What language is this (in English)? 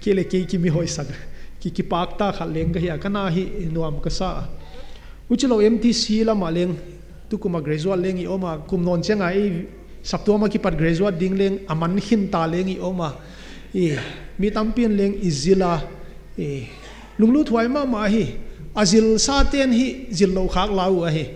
Paite Chin